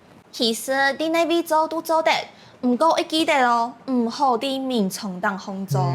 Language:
Hakka Chinese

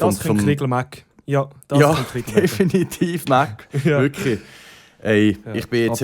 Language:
Swiss German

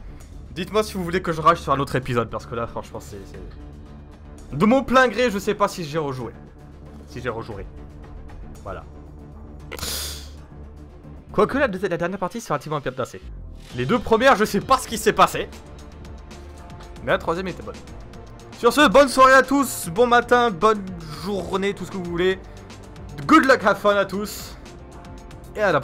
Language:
French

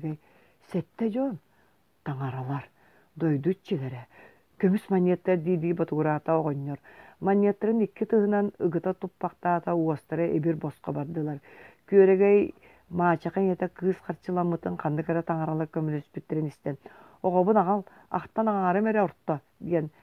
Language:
Yakut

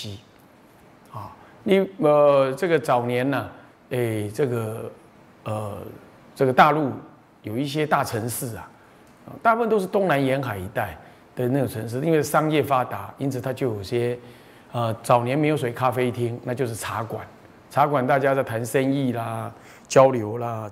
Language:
Chinese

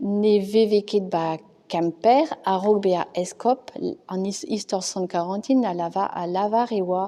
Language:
Breton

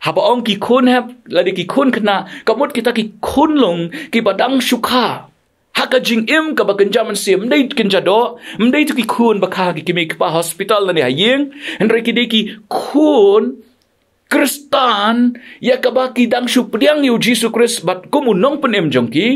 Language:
Khasi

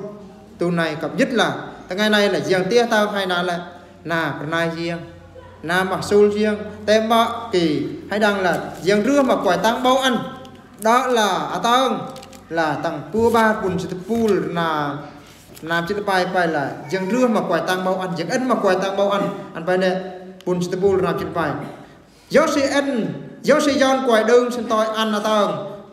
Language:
Eastern Bru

